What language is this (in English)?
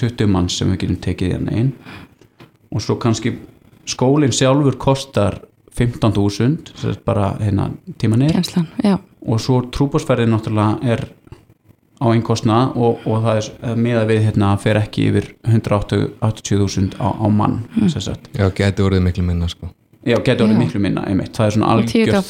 Icelandic